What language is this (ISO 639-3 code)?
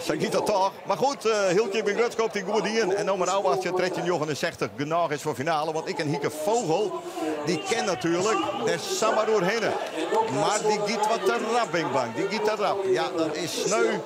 fry